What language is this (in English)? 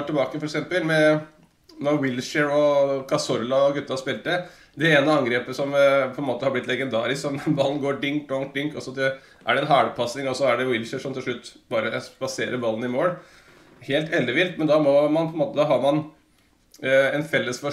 Norwegian